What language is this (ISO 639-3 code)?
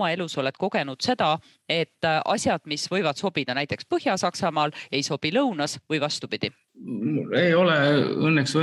est